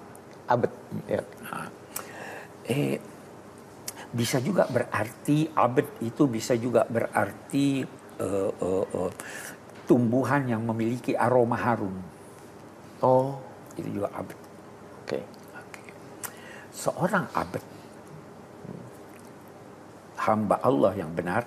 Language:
Indonesian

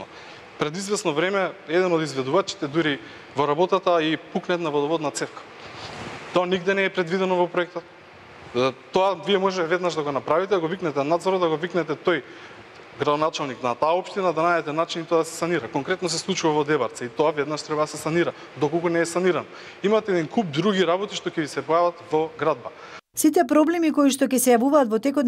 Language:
Macedonian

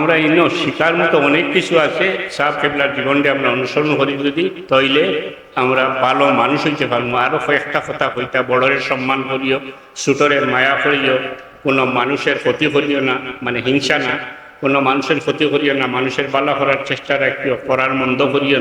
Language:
Sylheti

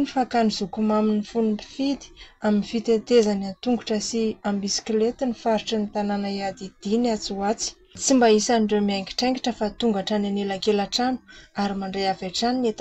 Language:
Malagasy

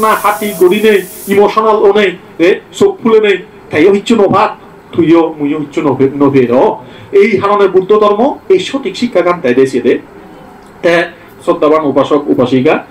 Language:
Chakma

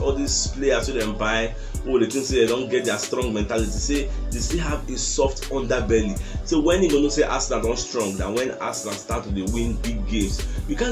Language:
Nigerian Pidgin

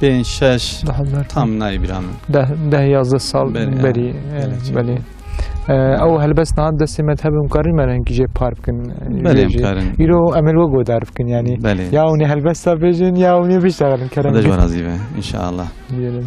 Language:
Kurdish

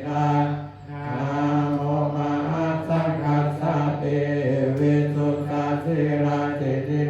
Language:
Pali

